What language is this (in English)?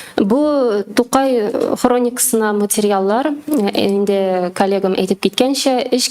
Tatar